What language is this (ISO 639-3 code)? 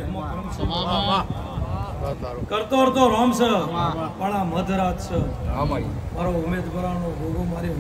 guj